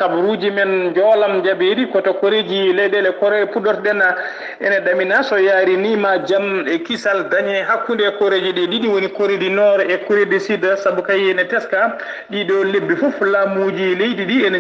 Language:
Fula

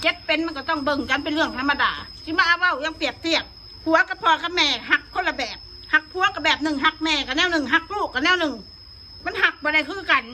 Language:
Northeastern Thai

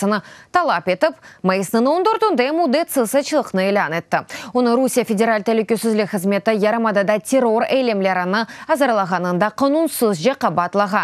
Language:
Crimean Tatar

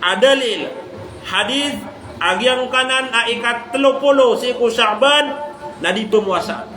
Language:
Maranao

